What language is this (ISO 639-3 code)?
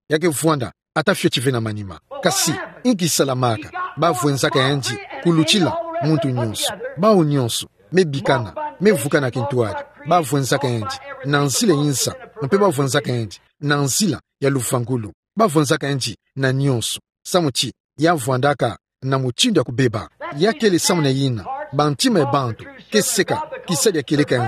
ktu